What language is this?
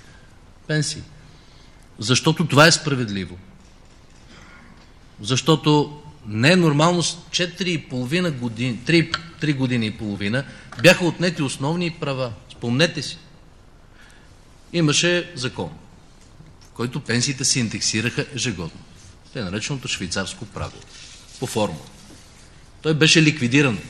Bulgarian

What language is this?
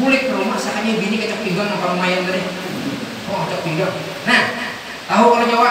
Banjar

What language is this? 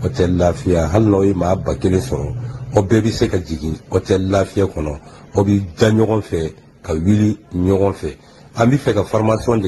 Bambara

